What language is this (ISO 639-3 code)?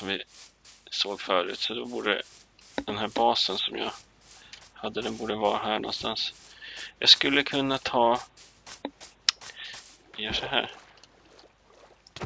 swe